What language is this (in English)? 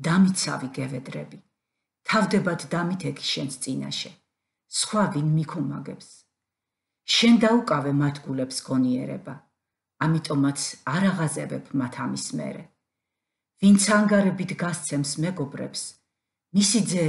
Georgian